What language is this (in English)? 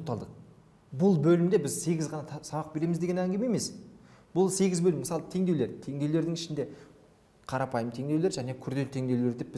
Kazakh